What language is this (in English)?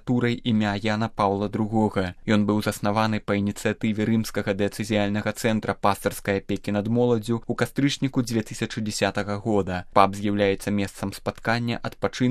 Belarusian